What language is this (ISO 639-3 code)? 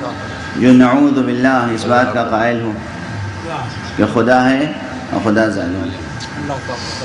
urd